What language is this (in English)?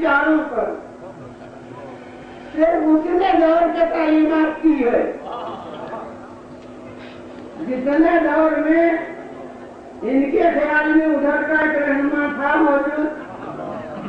Urdu